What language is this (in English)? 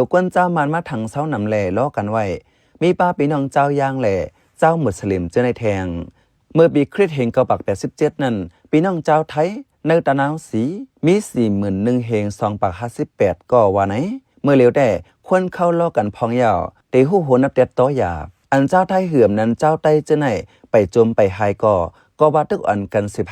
Shan